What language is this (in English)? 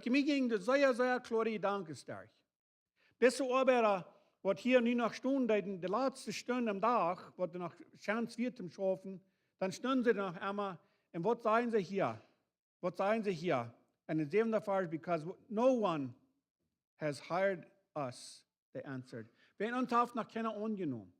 Plautdietsch